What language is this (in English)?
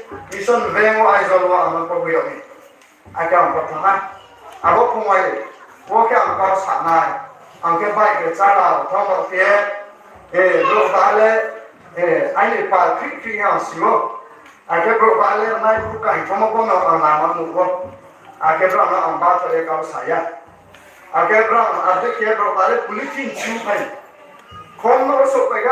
Riang (India)